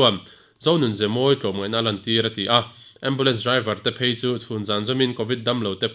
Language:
Mizo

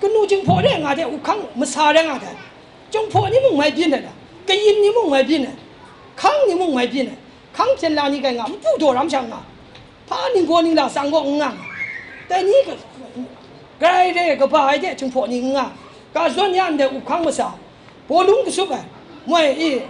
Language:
Kachin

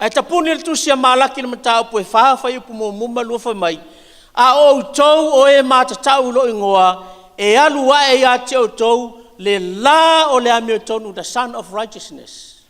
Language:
Samoan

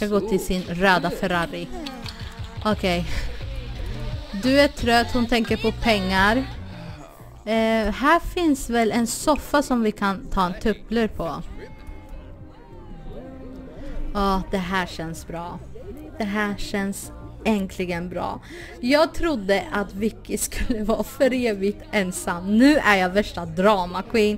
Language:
Swedish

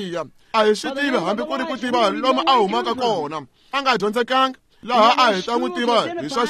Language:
Tsonga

